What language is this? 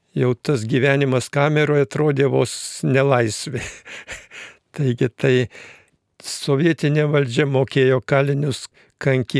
Lithuanian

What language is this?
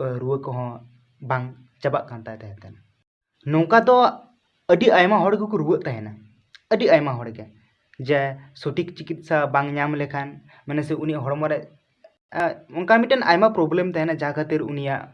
Santali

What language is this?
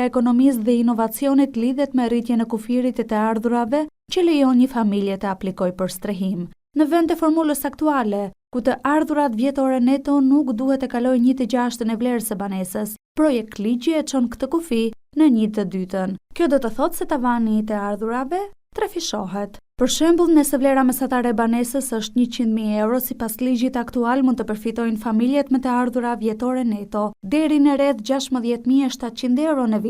Albanian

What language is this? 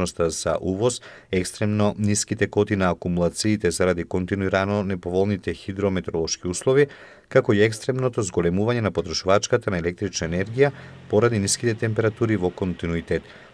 Macedonian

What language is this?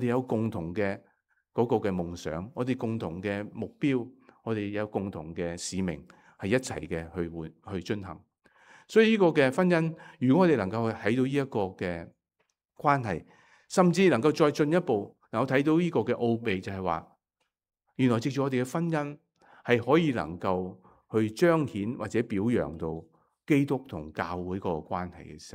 Cantonese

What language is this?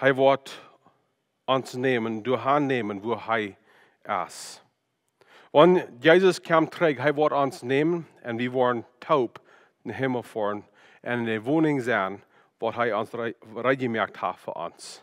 Plautdietsch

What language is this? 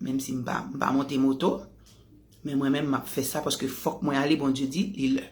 Haitian Creole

